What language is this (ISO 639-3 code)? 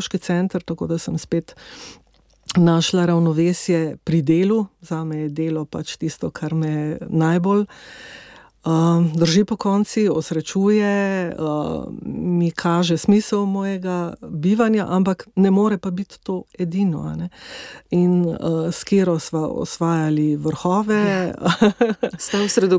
slv